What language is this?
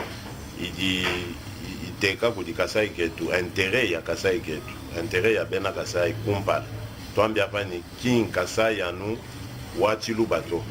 Luba-Lulua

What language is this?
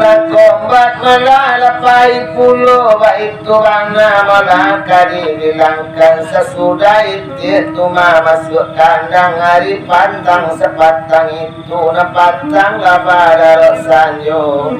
Minangkabau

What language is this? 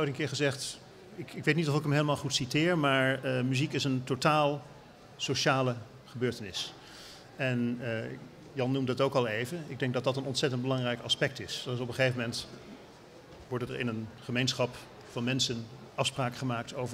Dutch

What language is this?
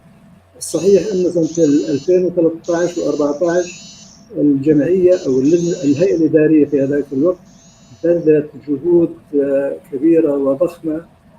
North Levantine Arabic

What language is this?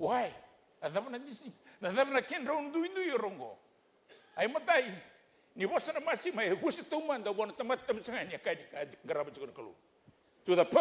Fijian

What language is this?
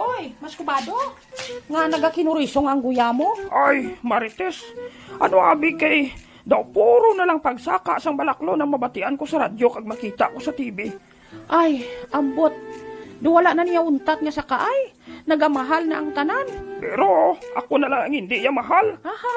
Hiligaynon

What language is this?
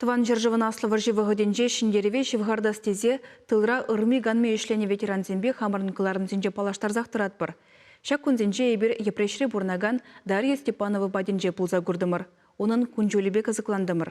Chuvash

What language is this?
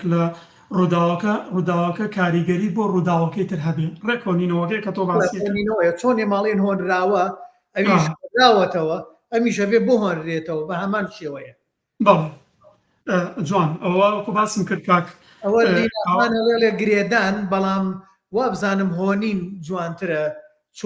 Central Kurdish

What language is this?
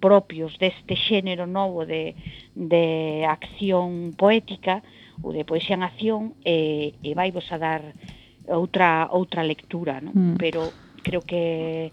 Galician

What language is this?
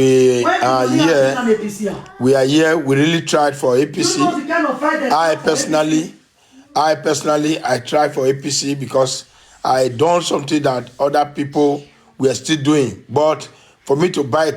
Nigerian Pidgin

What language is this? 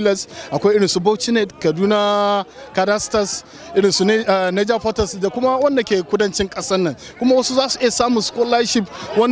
Hausa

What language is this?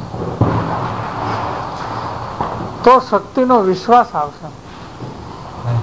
Gujarati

